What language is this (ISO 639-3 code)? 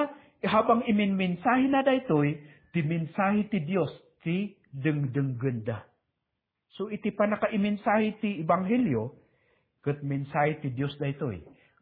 ilo